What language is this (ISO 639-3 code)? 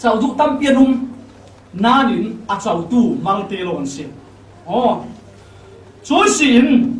cfm